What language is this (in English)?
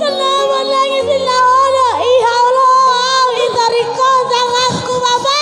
Batak Toba